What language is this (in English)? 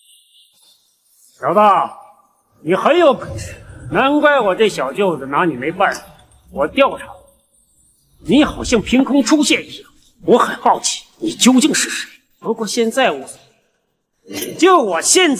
Chinese